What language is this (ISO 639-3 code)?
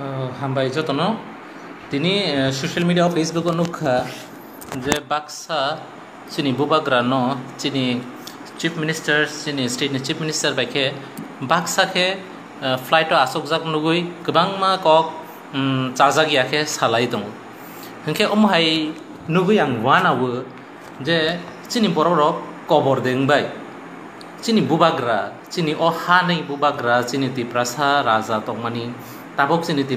trp